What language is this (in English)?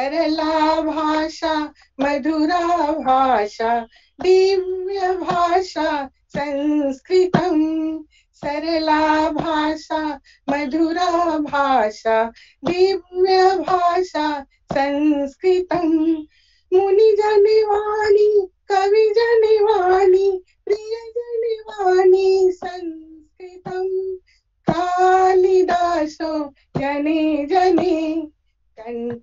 Sanskrit